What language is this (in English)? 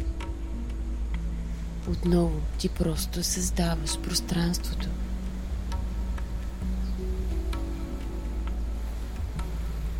Bulgarian